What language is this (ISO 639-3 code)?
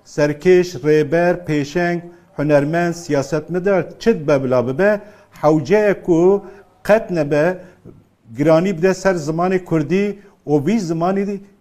kur